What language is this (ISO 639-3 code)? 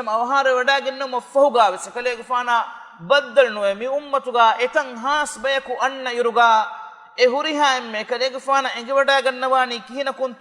div